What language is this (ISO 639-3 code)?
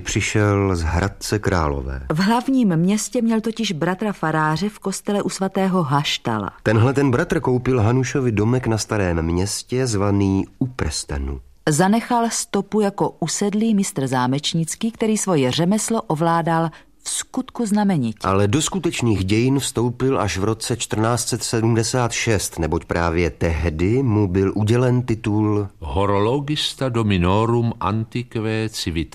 ces